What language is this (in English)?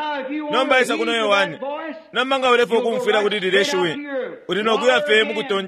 Bemba